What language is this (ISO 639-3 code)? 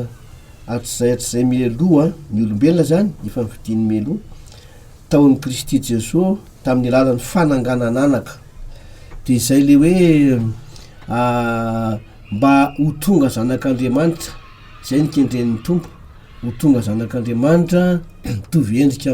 mlg